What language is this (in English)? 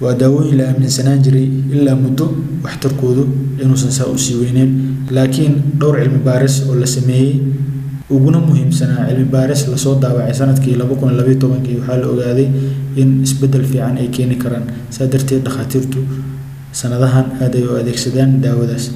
Somali